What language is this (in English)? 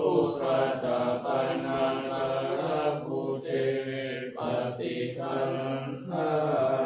Pali